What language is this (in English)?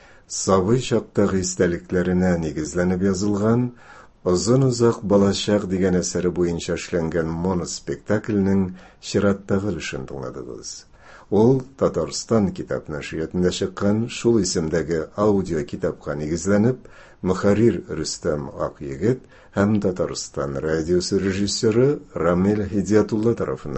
Tatar